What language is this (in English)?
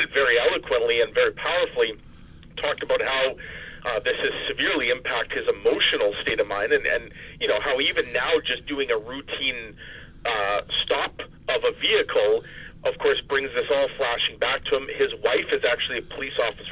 English